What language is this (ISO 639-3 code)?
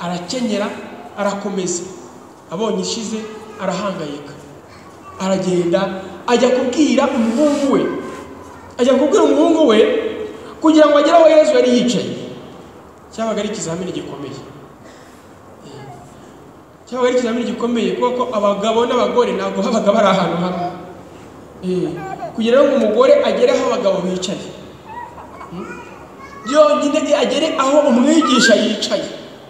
kin